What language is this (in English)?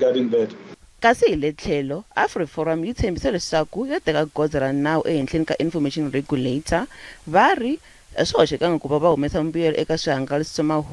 Tsonga